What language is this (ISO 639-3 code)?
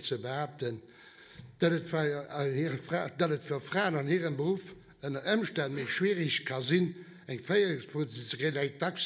ltz